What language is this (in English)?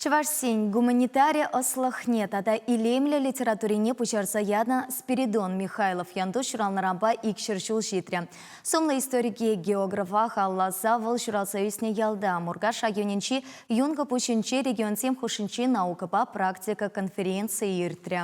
Chuvash